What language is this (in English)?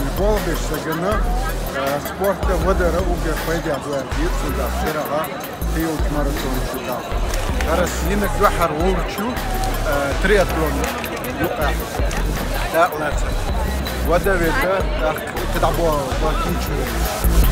Chechen